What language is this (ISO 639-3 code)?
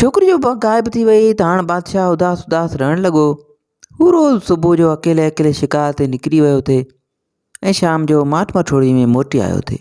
snd